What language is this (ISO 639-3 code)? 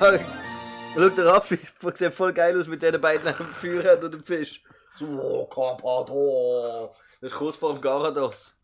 gsw